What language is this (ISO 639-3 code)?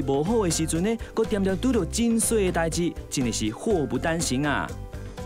nan